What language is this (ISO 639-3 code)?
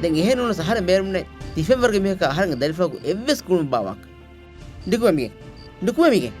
div